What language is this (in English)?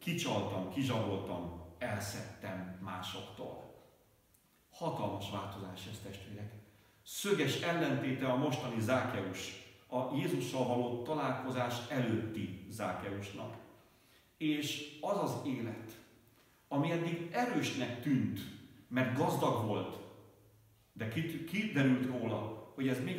Hungarian